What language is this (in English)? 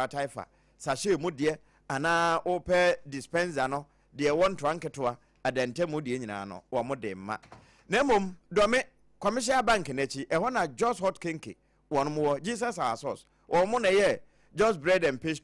Akan